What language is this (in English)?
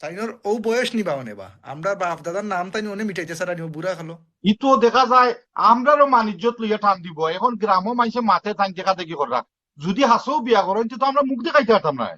Sylheti